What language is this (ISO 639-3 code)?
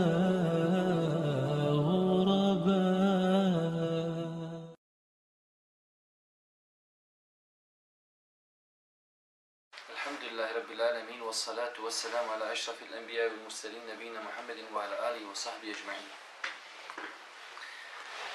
bos